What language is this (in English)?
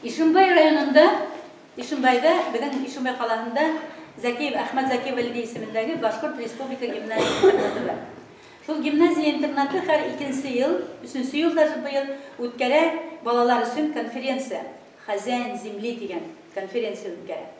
Bashkir